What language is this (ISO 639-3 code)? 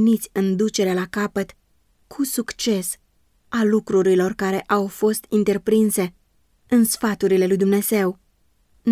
ron